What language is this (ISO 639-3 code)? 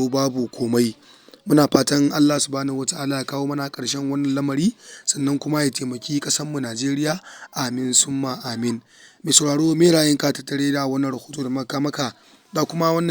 hau